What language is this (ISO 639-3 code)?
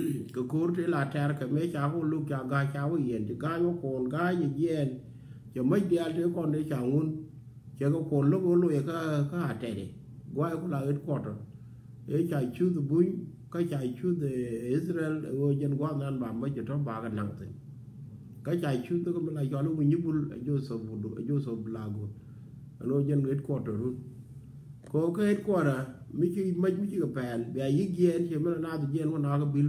nus